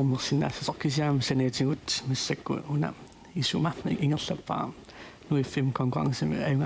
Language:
Kalaallisut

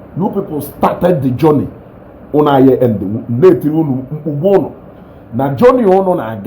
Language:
Igbo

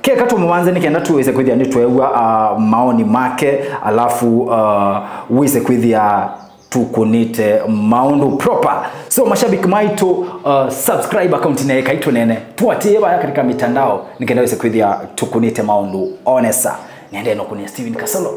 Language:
Kamba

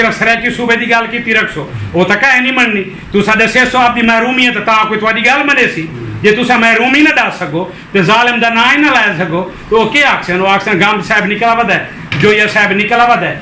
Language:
Saraiki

